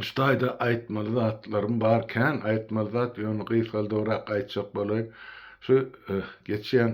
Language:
Turkmen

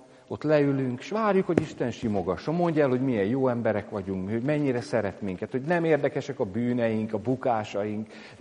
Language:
Hungarian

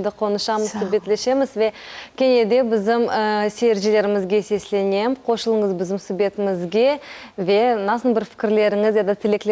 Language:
Crimean Tatar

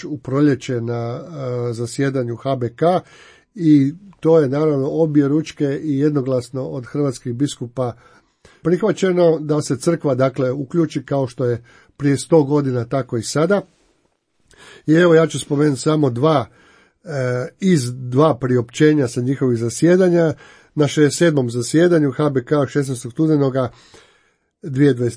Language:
Croatian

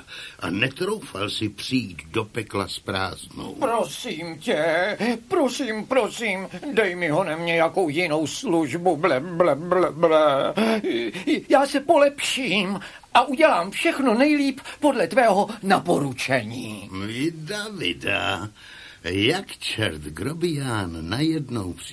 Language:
Czech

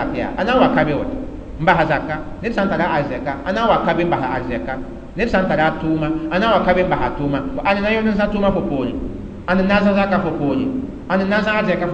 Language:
Mossi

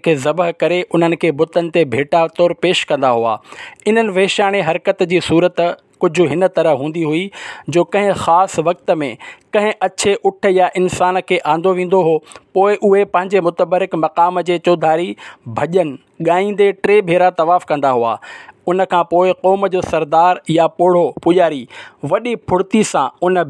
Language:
Sindhi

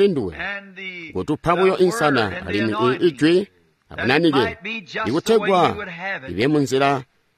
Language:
Tonga (Zambia)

